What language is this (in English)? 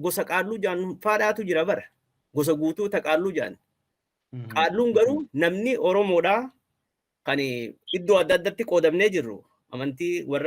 Oromo